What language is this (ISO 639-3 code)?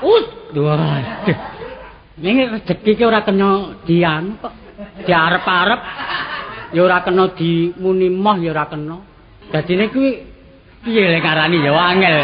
jav